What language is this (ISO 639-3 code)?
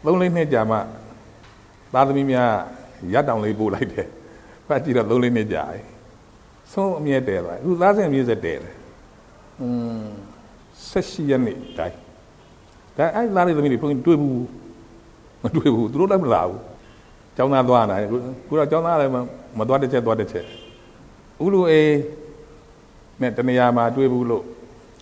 mya